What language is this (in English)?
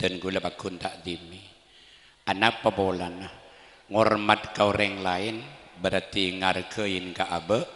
Madurese